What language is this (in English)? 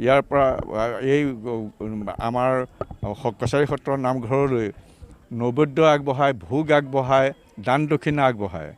Assamese